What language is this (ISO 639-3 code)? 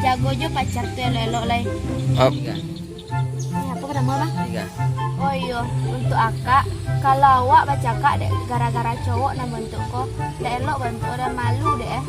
min